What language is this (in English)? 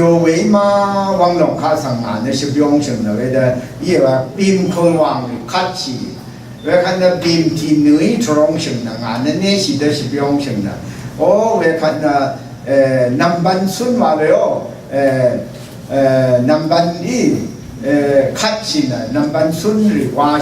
Rawang